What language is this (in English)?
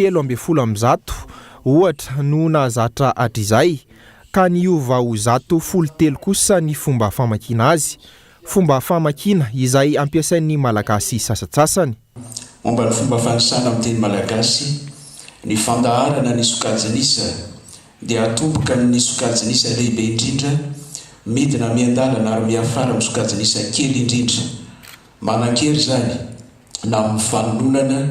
Malagasy